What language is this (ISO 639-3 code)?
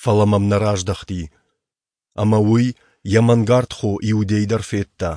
oss